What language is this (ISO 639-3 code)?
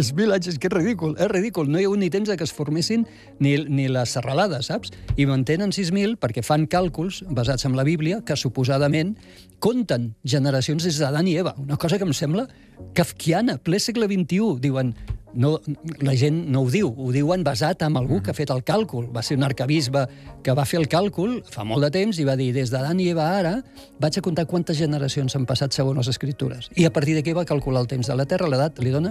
cat